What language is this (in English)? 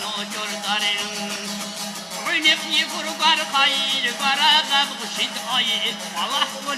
Tabassaran